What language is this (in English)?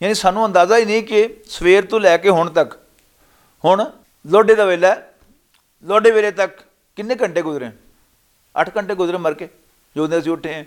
Western Panjabi